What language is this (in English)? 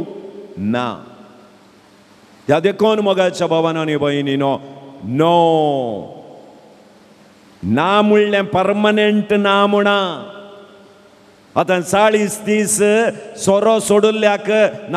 Konkani